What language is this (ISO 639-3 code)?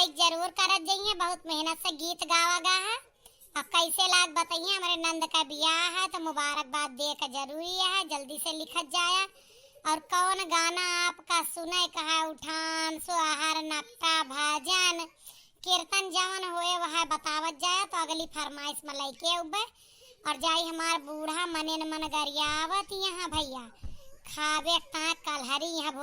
awa